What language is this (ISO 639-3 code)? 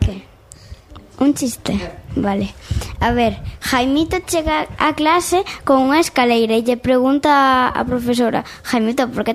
glg